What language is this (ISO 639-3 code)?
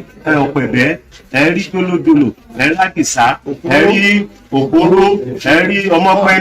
yor